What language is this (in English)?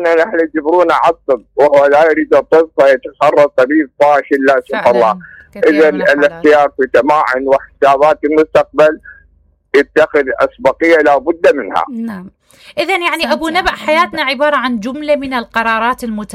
Mesopotamian Arabic